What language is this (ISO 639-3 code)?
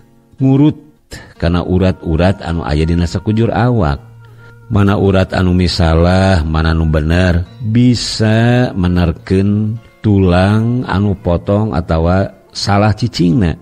sun